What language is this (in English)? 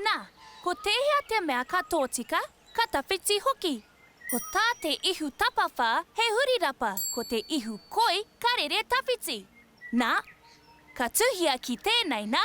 Māori